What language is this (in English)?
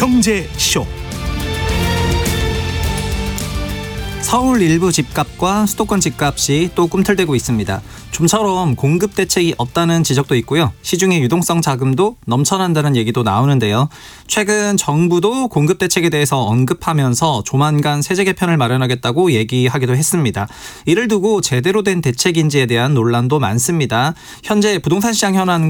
Korean